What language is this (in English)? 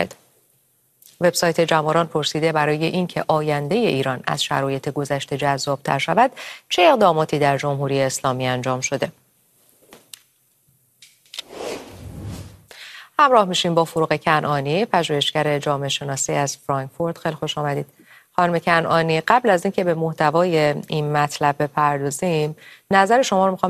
Persian